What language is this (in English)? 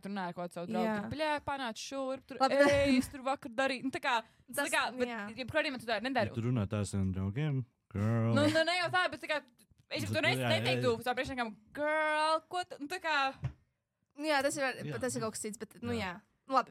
Latvian